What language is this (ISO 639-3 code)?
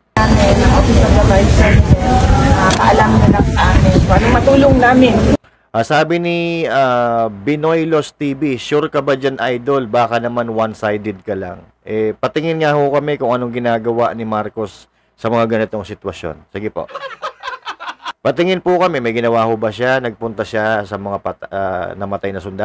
fil